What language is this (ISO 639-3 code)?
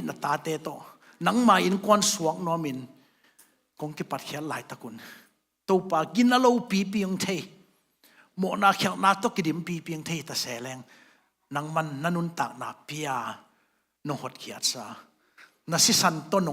ctd